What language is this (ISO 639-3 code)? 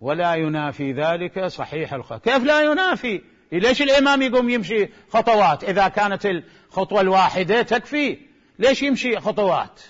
acm